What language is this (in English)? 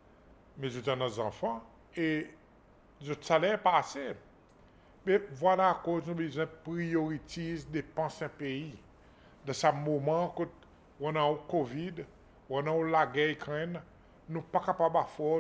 Seselwa Creole French